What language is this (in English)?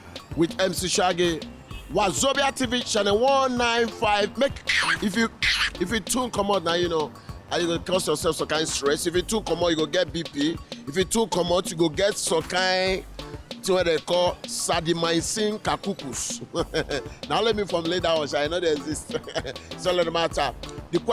Nigerian Pidgin